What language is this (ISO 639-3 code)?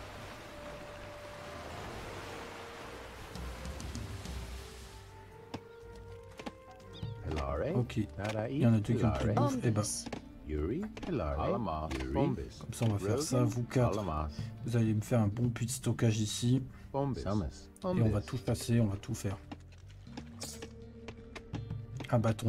fra